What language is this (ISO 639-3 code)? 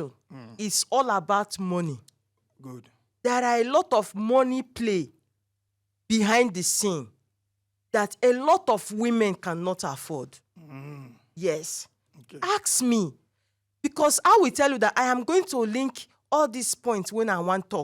pcm